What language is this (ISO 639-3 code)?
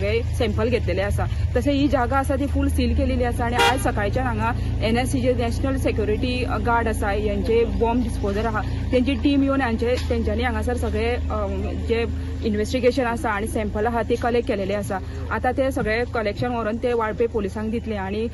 kok